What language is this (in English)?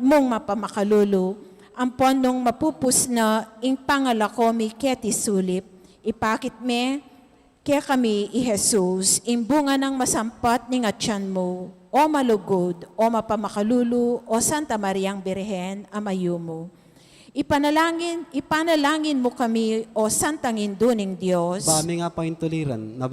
Pampanga